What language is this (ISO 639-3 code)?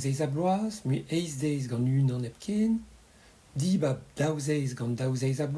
bre